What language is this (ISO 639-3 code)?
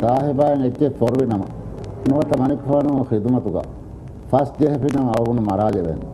div